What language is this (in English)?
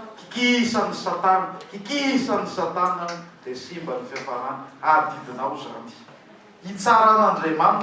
Malagasy